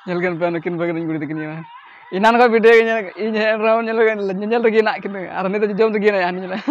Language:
Santali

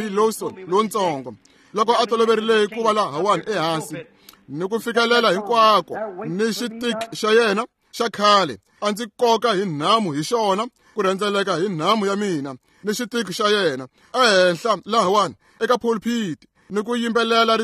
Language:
Tsonga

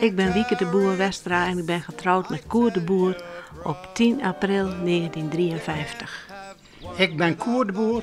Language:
Western Frisian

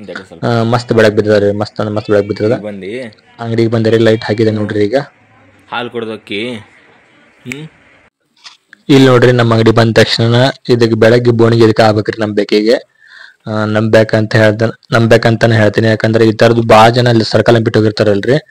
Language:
Kannada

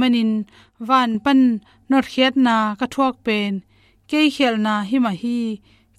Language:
Tedim Chin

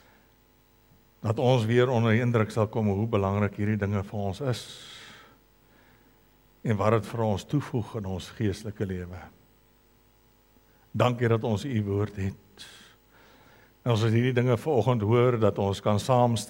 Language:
Afrikaans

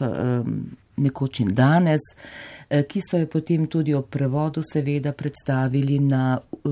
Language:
Slovenian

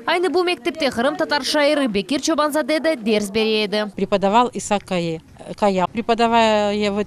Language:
Crimean Tatar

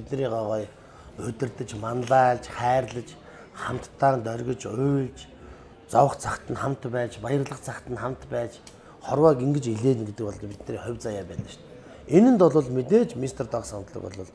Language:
Mongolian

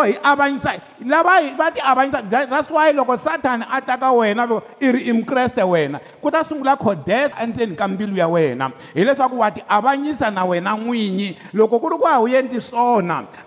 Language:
Tsonga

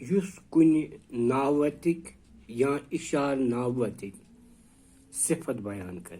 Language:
Kashmiri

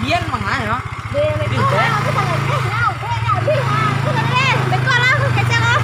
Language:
Minangkabau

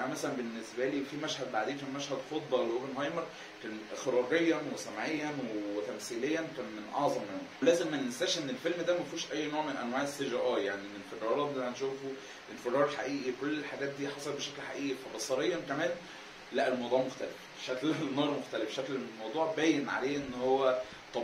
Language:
Egyptian Arabic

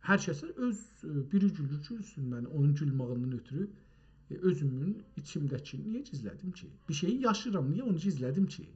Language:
South Azerbaijani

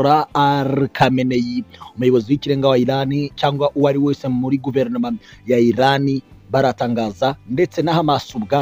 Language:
Kinyarwanda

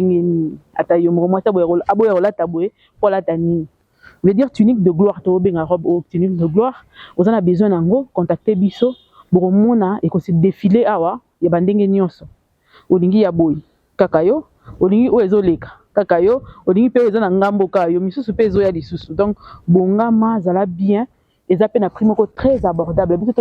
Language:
Lingala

